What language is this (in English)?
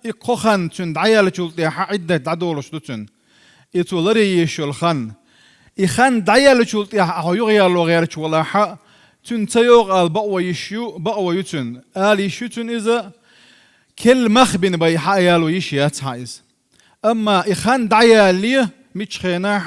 Chechen